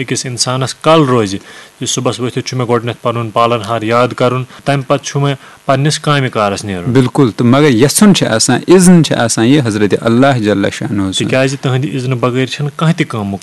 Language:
Kashmiri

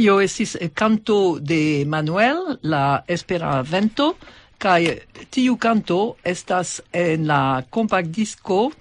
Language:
Esperanto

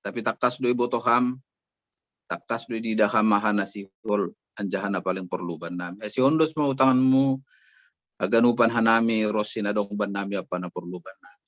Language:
Batak Simalungun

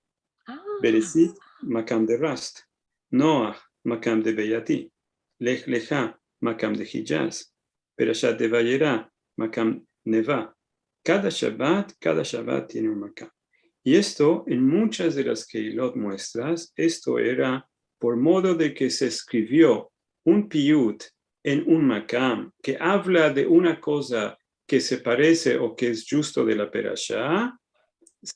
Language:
Ladino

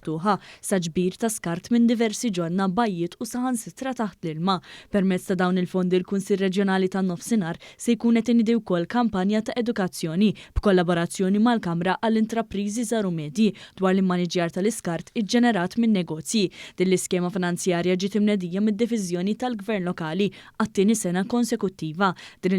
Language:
Maltese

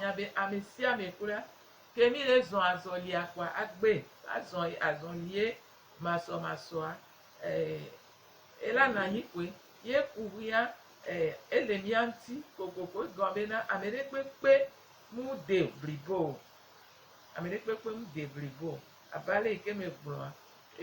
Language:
Gen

